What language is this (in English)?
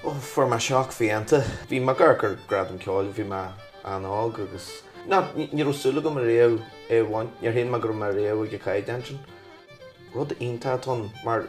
Irish